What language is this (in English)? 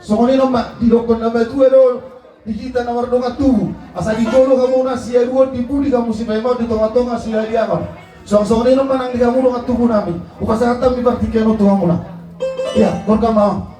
Batak Toba